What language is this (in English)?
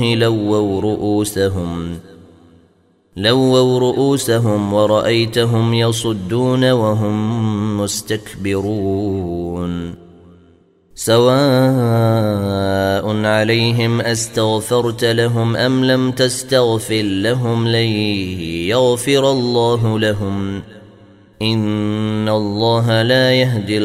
Arabic